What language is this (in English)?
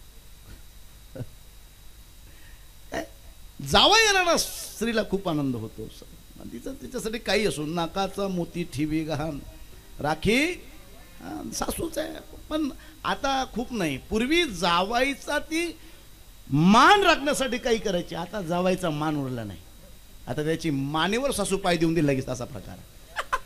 Marathi